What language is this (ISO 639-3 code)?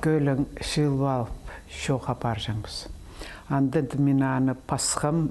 kjh